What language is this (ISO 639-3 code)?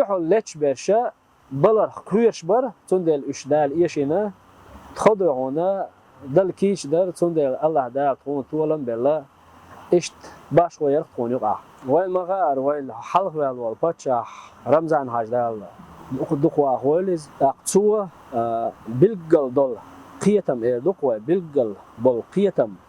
che